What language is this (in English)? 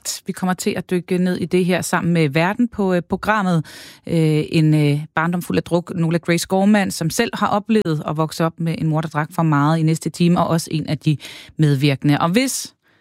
Danish